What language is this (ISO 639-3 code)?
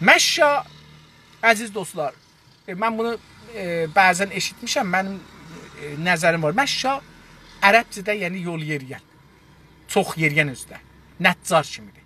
azb